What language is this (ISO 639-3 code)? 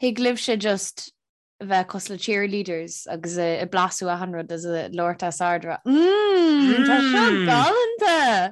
gle